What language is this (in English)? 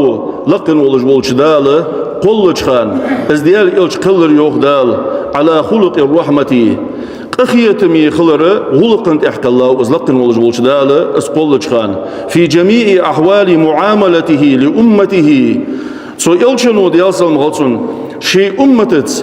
Ingush